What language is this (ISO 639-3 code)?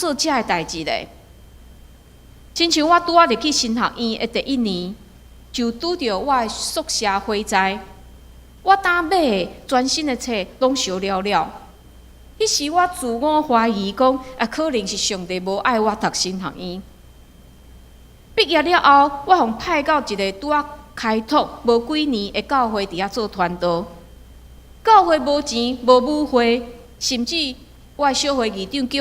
nan